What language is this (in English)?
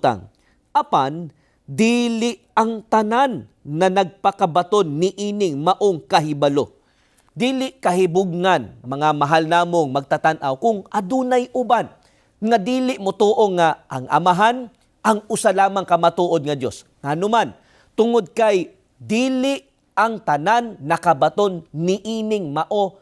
Cebuano